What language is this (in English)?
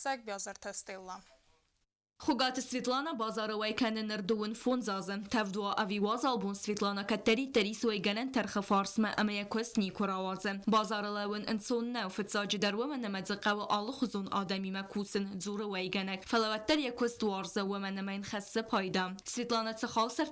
Ossetic